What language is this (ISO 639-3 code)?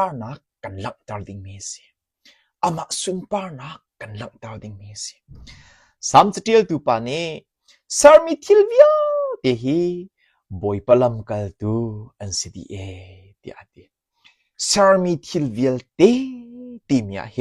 cnh